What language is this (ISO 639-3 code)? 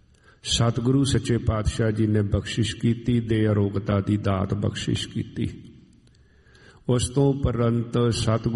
pan